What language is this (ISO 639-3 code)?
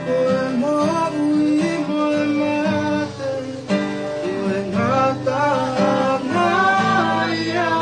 ton